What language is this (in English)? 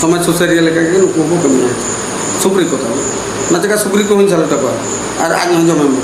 Santali